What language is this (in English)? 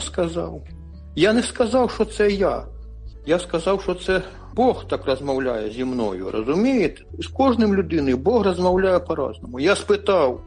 Ukrainian